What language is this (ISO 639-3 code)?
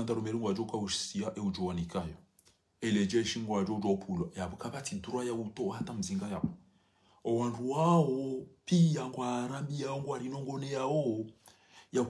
zdj